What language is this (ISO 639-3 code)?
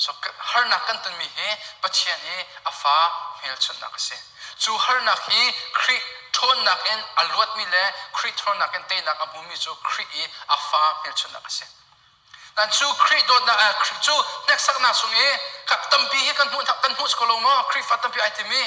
cnh